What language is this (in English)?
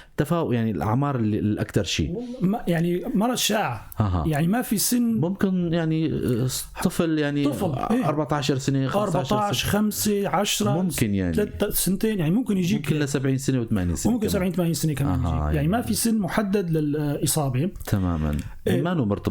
North Levantine Arabic